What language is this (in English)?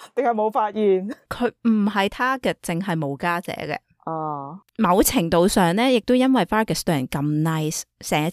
Cantonese